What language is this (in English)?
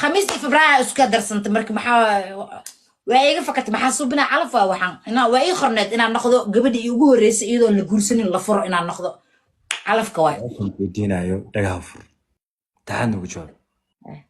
Somali